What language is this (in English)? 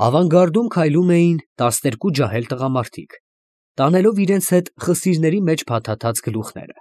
Armenian